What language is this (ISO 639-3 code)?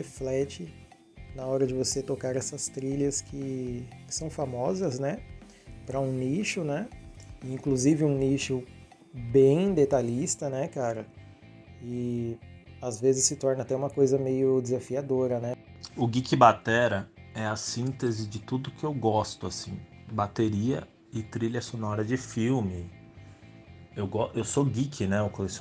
por